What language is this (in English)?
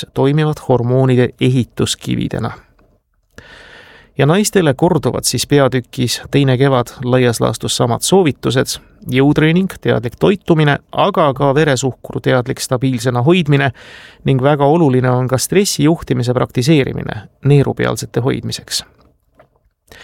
Estonian